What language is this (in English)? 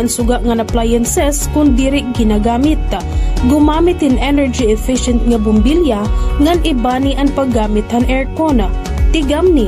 Waray